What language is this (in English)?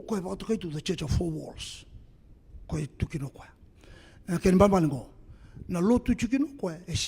Fijian